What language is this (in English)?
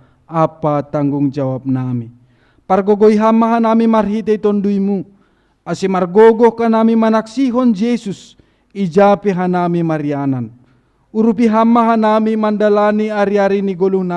Batak Simalungun